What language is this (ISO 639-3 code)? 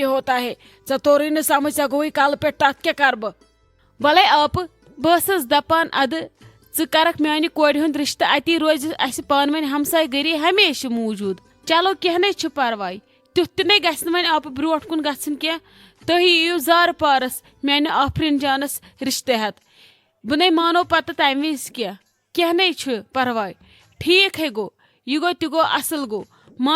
kas